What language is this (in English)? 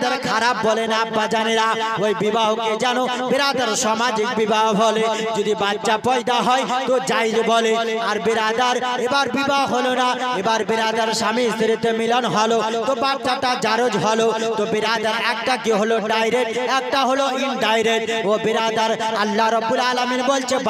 Bangla